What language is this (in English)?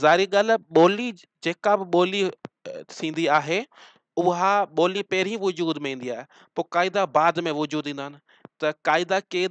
Sindhi